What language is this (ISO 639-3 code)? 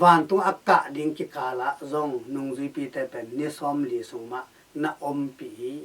ctd